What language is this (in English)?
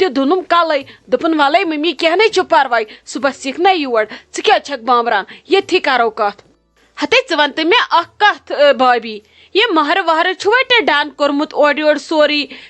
Kashmiri